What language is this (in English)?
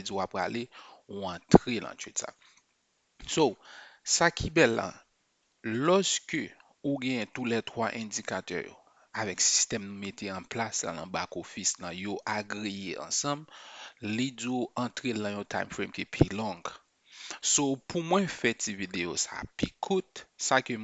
Haitian Creole